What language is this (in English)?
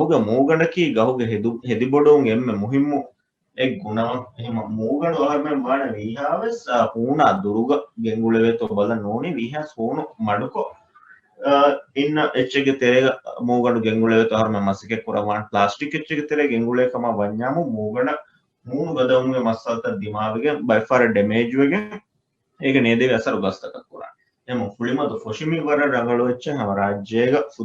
Divehi